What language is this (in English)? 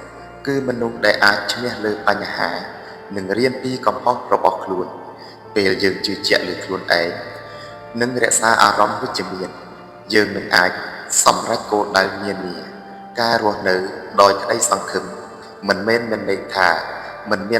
Khmer